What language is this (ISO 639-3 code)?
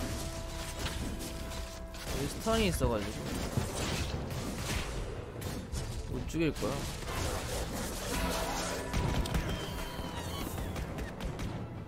kor